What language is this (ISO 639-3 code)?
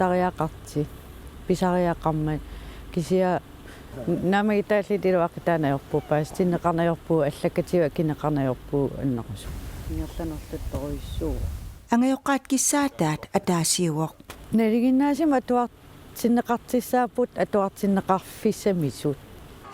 kal